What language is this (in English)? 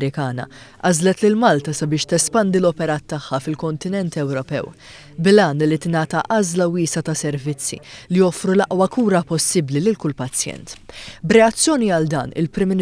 Maltese